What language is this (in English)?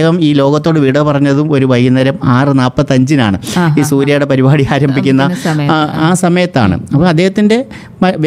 Malayalam